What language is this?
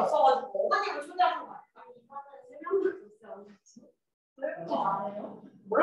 Korean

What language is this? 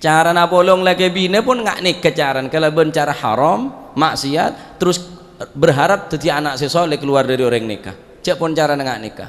Madurese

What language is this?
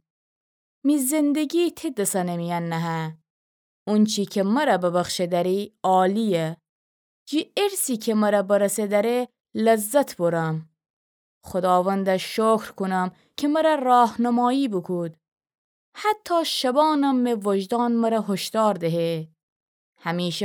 Gilaki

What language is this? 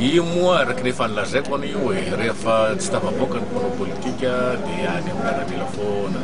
Malagasy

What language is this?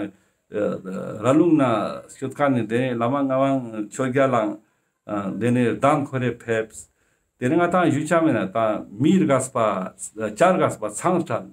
Ladakhi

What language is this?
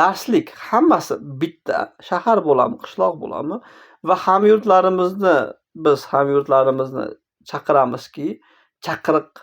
Uzbek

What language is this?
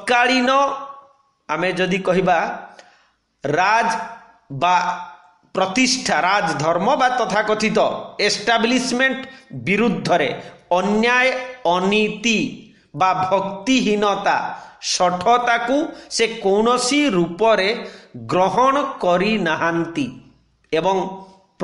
Odia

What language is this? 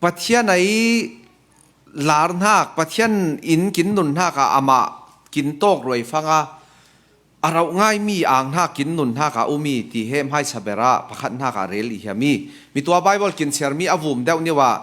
Falam Chin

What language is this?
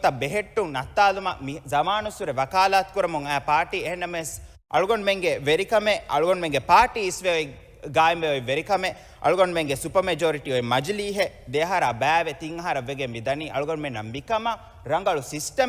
Divehi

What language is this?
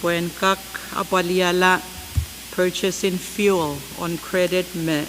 Pohnpeian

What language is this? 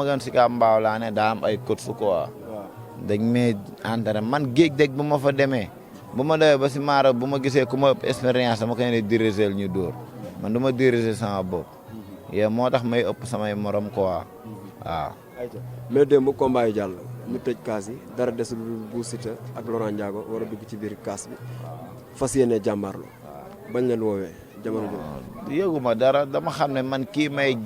Wolof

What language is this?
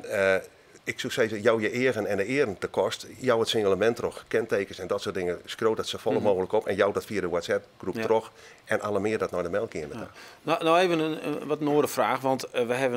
Western Frisian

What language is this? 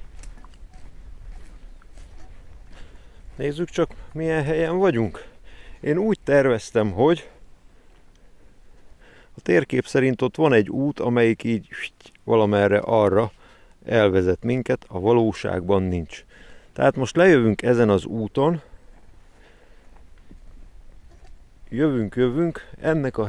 Hungarian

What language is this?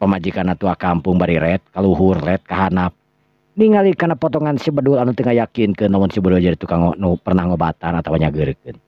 Sundanese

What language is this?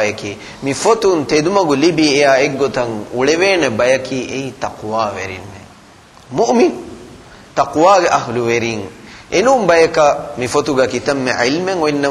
Divehi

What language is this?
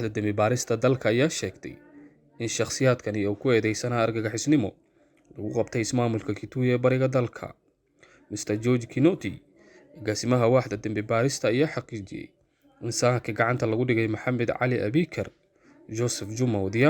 Somali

